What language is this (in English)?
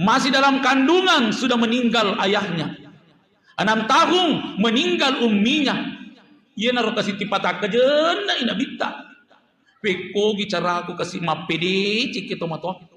Buginese